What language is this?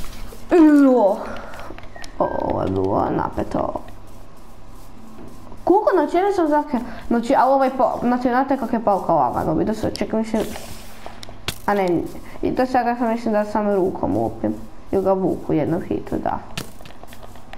Croatian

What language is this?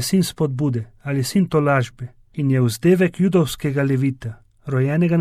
Slovenian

